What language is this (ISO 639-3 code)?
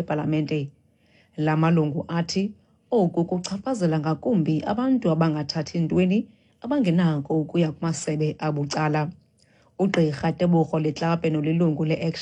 xho